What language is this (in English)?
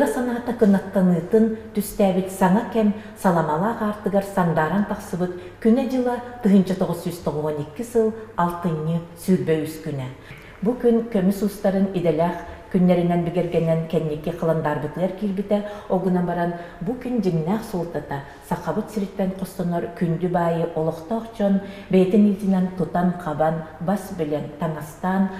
Yakut